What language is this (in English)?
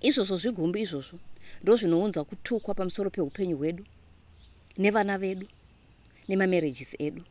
Shona